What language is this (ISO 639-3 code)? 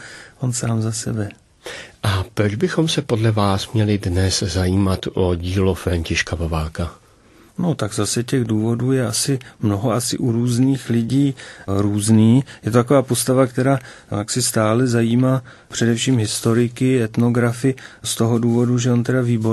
ces